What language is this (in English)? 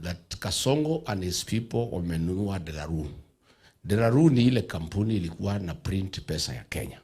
Gusii